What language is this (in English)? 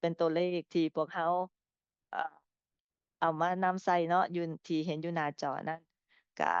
Lao